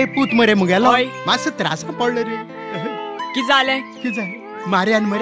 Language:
Konkani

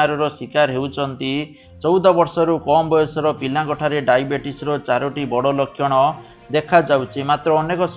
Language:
Odia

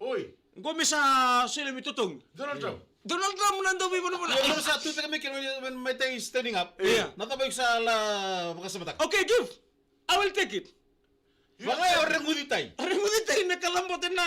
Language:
Fijian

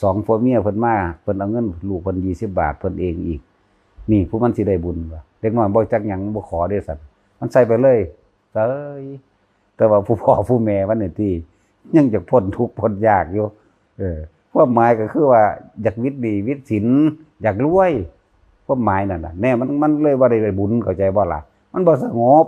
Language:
Lao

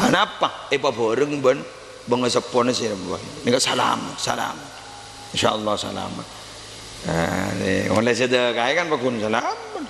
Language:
Madurese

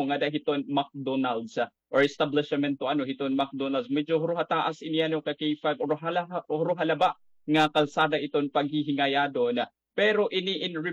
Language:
Waray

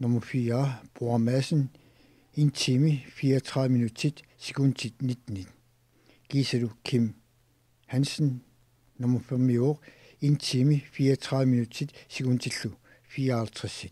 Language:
Kalaallisut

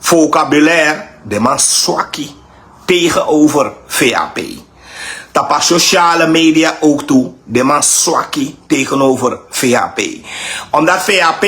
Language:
Sranan Tongo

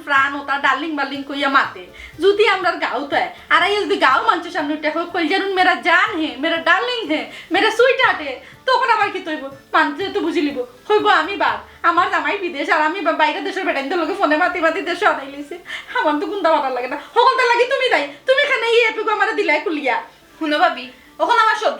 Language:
Sylheti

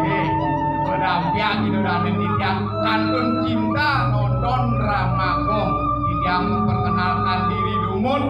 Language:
Balinese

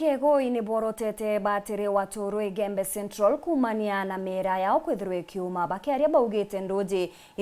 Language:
Meru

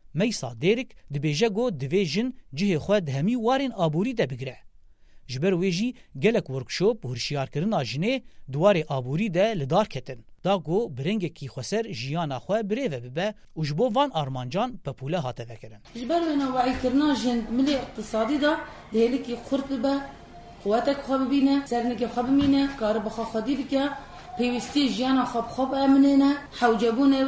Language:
Kurdish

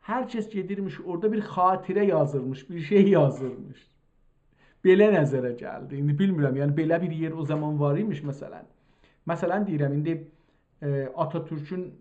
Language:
South Azerbaijani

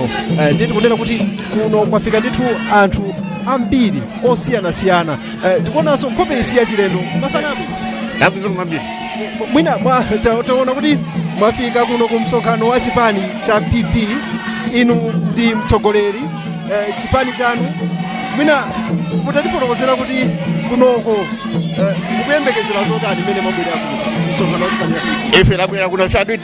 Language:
Nyanja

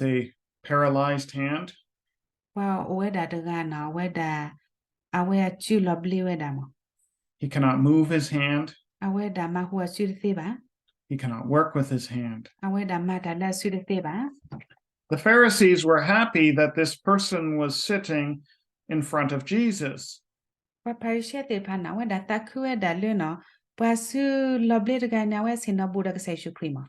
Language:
S'gaw Karen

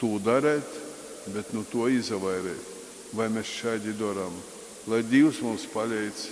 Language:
Latgalian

